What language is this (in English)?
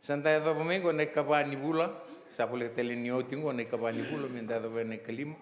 Fijian